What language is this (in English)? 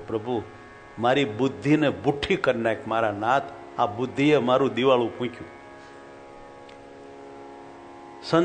Gujarati